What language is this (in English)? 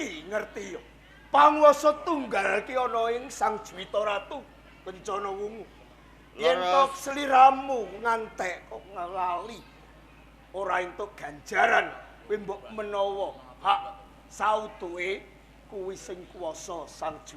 Javanese